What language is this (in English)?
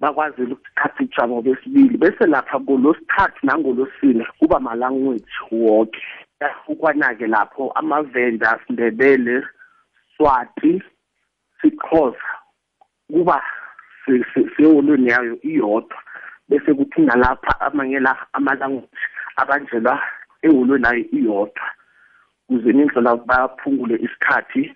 South Ndebele